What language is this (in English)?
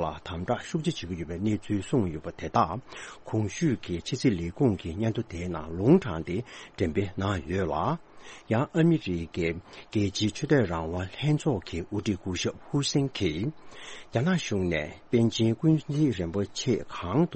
Tibetan